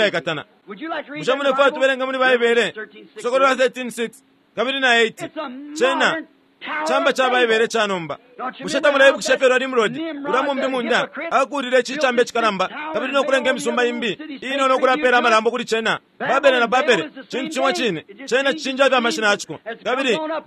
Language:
Bemba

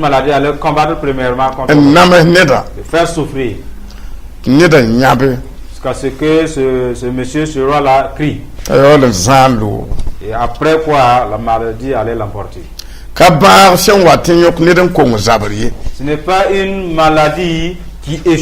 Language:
Mossi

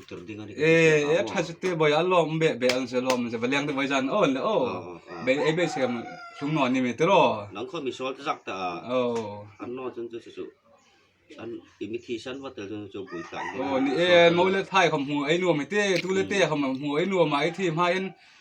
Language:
Hmar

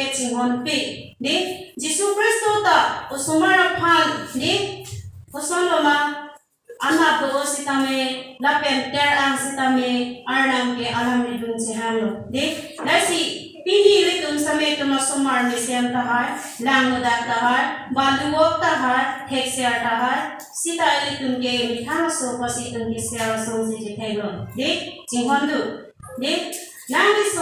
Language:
Karbi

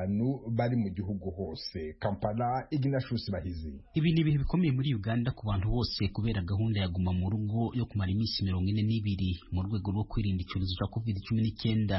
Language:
Kinyarwanda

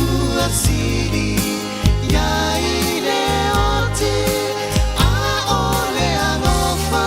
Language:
Samoan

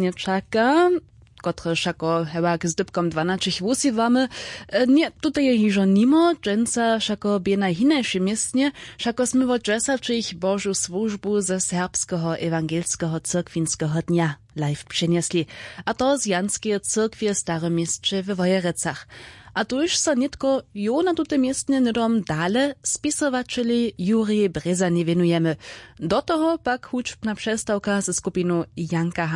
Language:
Upper Sorbian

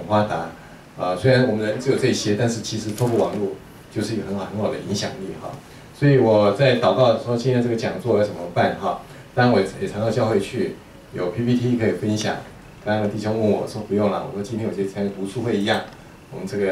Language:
Chinese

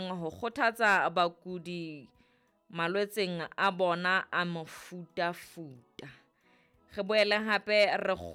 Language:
Southern Sotho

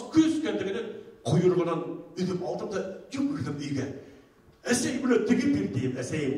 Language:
Bashkir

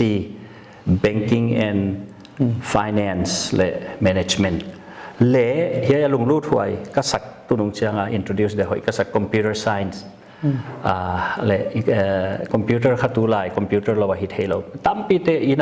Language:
Paite Chin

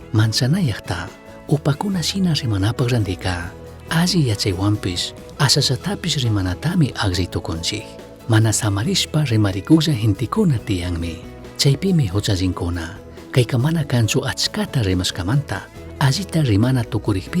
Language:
Chimborazo Highland Quichua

